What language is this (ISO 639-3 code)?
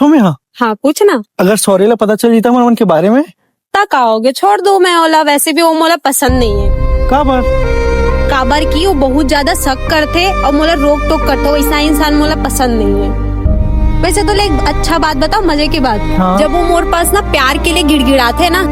hne